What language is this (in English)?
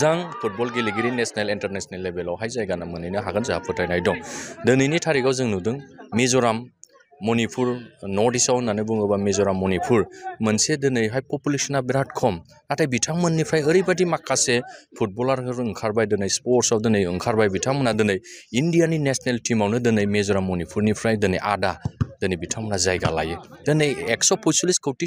Bodo